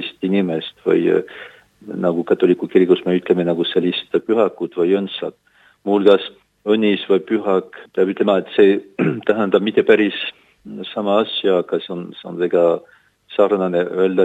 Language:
Estonian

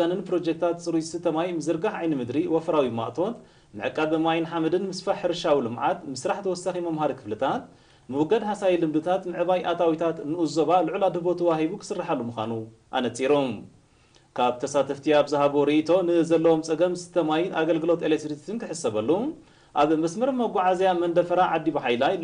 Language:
Tigrinya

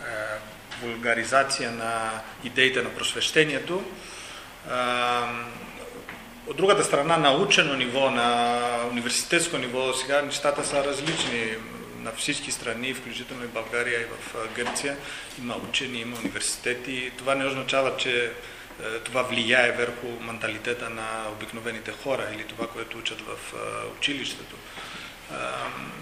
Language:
Macedonian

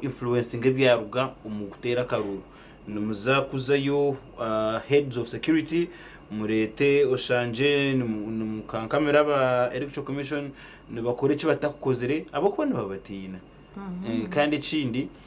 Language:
Nyankole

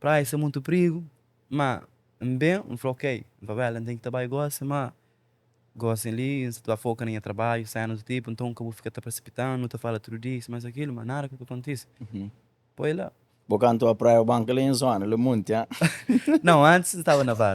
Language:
Kabuverdianu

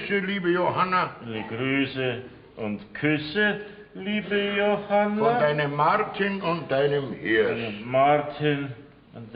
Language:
Bavarian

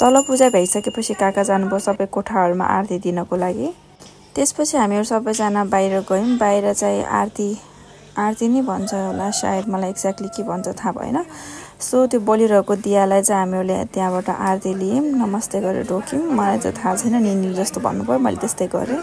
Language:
Nepali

